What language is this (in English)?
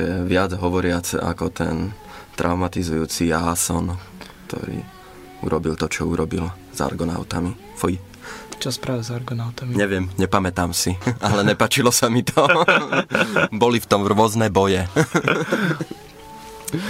Slovak